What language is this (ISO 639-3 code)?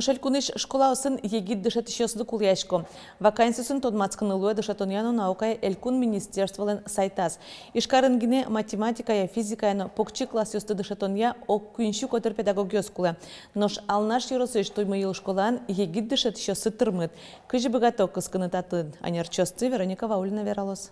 udm